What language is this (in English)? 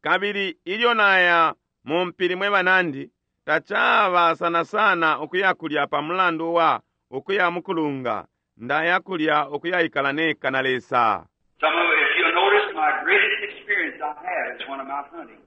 Bemba